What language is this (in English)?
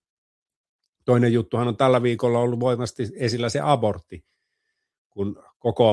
Finnish